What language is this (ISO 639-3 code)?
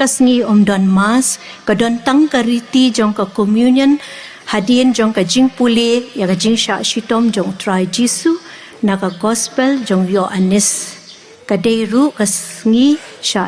kha